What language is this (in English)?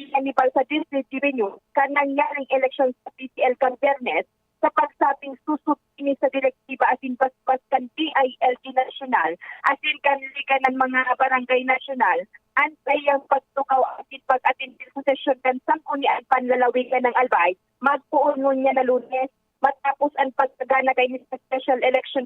Bikol